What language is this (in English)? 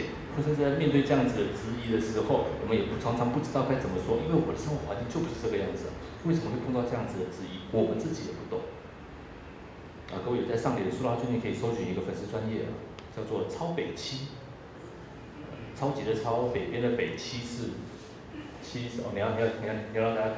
Chinese